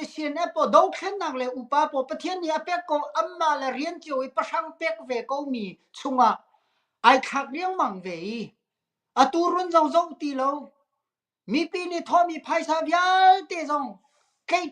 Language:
Hakha Chin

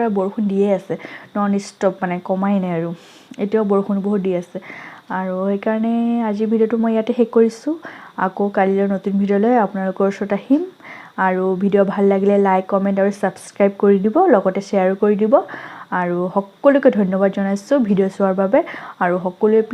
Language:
Assamese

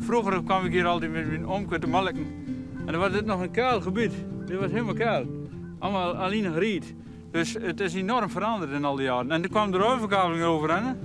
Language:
Western Frisian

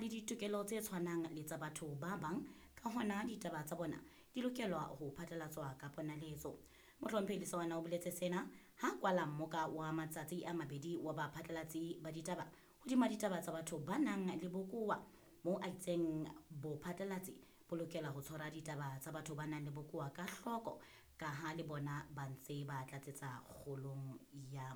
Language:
Southern Sotho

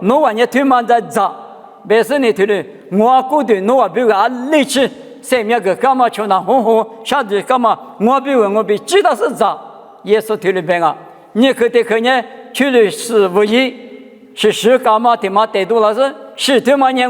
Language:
Lisu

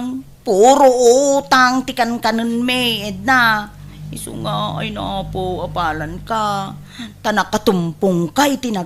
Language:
Iloko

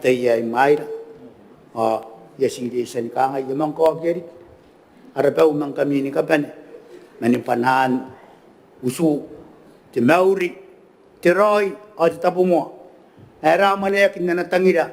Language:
Gilbertese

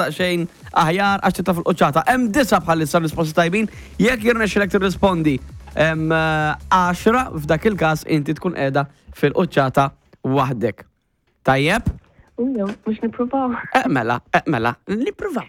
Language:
Maltese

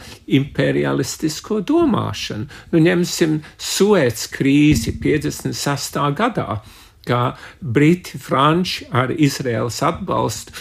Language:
Latvian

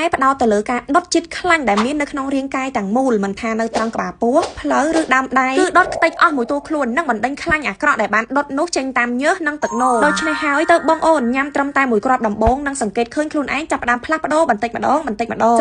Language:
Khmer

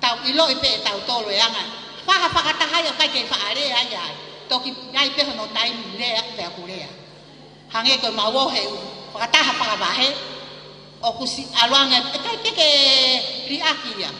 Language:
Tongan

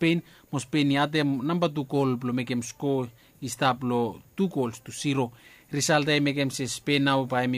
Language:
Bislama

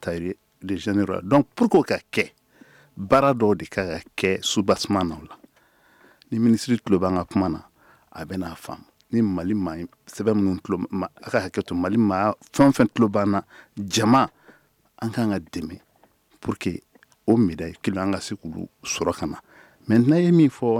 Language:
Bambara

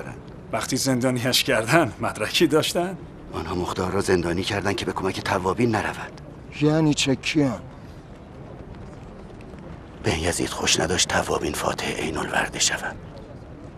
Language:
Persian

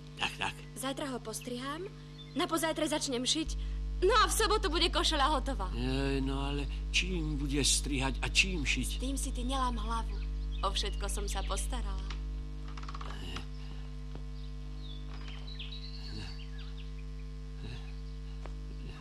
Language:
Slovak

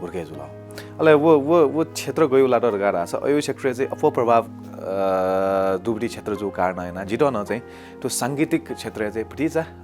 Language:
Newari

